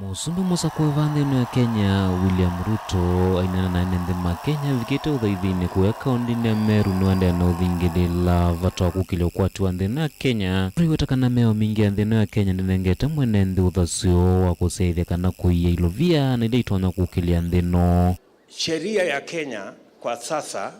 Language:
Kamba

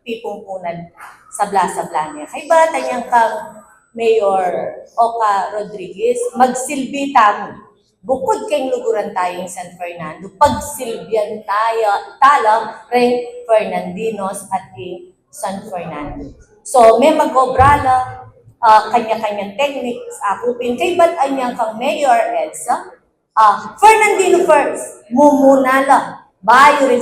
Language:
Pampanga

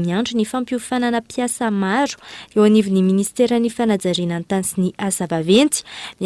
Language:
Malagasy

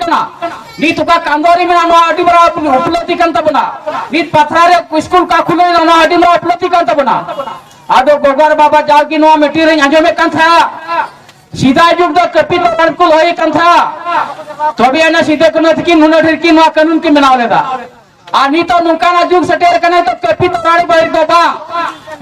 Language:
Santali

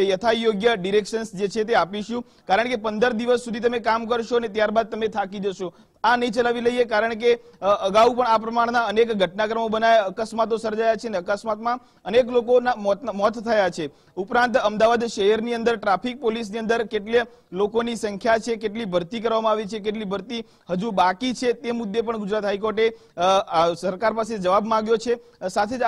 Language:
Gujarati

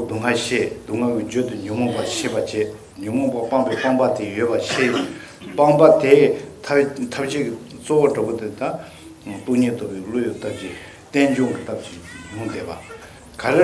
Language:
Tibetan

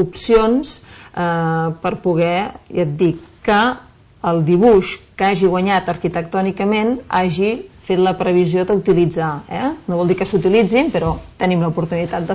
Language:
Catalan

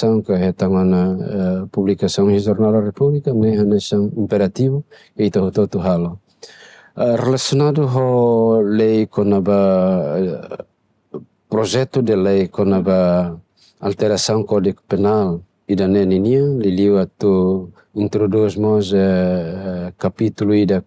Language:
Tetum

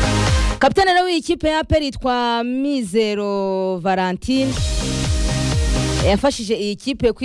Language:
Kinyarwanda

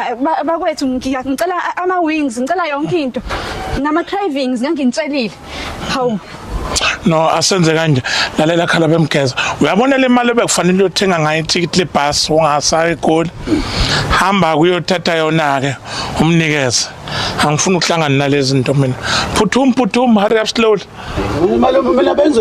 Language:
Zulu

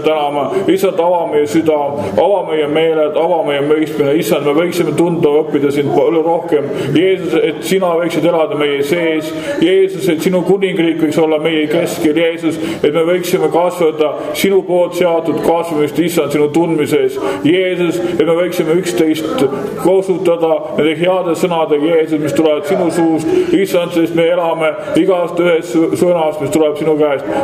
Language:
Estonian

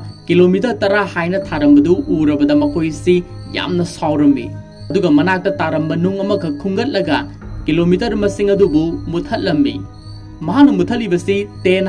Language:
Manipuri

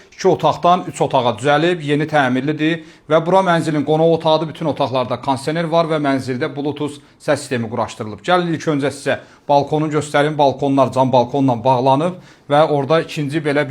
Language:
Azerbaijani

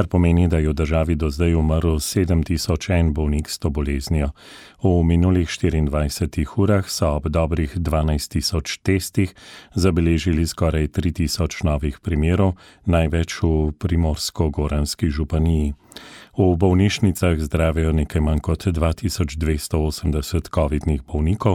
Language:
Slovenian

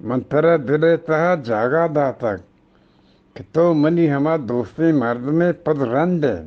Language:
Eastern Balochi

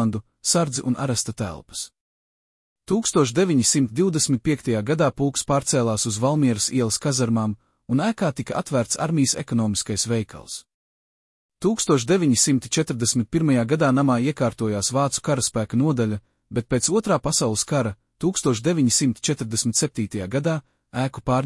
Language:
Latvian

